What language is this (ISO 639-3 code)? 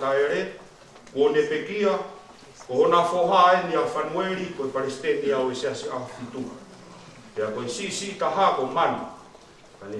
ton